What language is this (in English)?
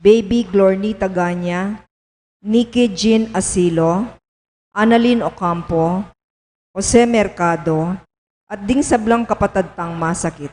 Pampanga